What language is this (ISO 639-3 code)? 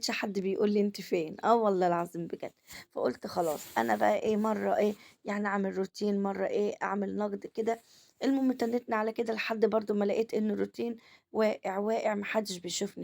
arz